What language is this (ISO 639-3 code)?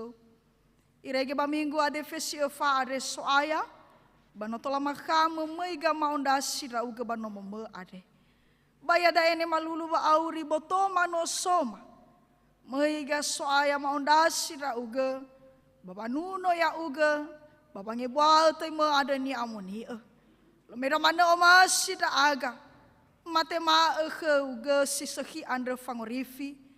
nia